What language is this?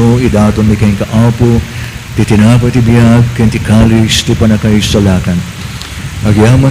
Iloko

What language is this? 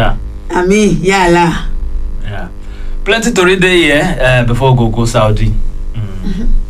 Nigerian Pidgin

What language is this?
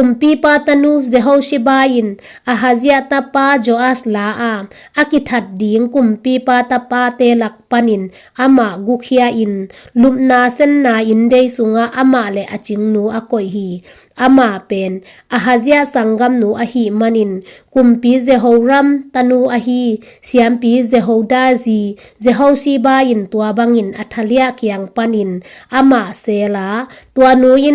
Tedim Chin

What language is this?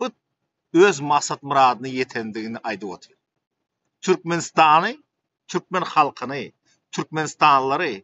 Turkmen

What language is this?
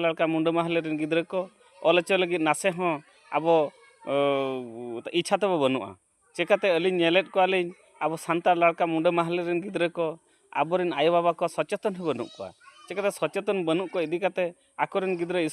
Santali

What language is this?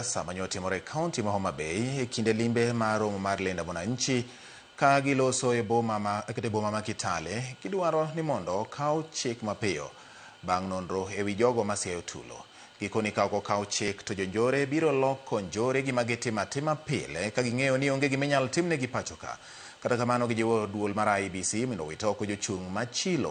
Luo (Kenya and Tanzania)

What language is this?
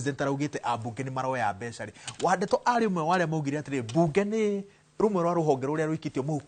Kikuyu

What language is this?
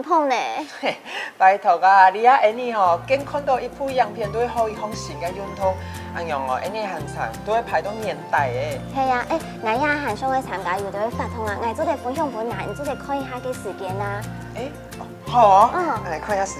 Hakka Chinese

